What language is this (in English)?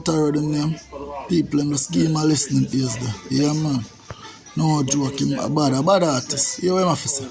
Jamaican Creole English